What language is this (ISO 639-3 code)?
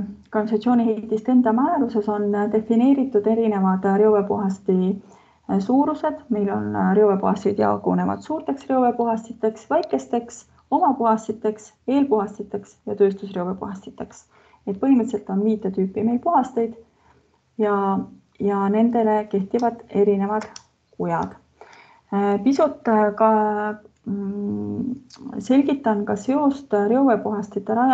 est